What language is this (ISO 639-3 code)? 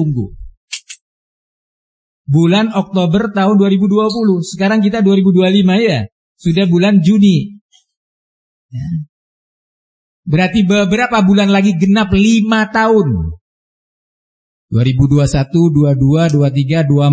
ind